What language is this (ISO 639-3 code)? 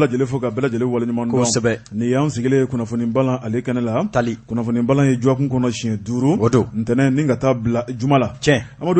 bam